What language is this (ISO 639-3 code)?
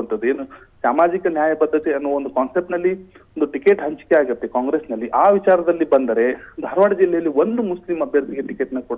kan